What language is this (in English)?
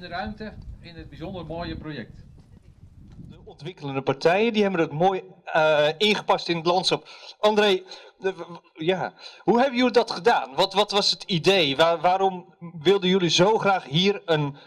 Dutch